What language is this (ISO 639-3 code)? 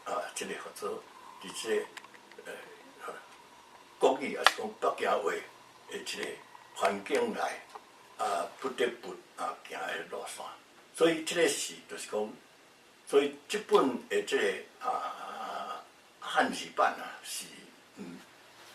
nan